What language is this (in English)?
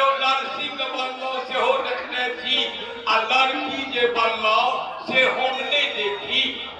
Maithili